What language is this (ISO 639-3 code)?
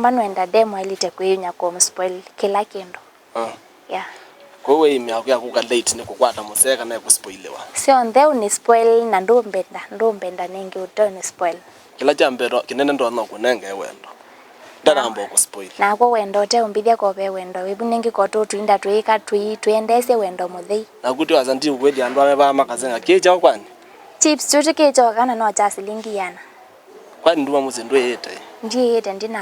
kam